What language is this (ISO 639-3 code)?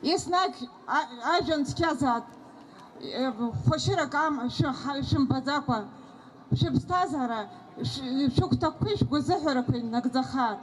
abk